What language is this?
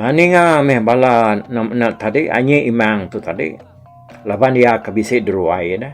Iban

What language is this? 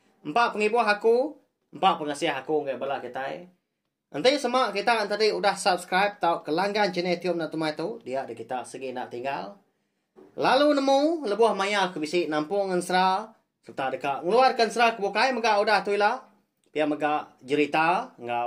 Iban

